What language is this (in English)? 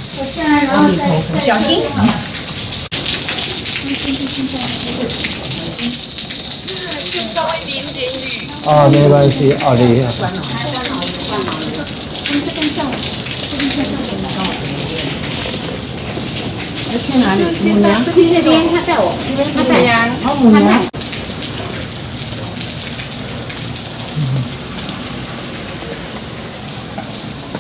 Chinese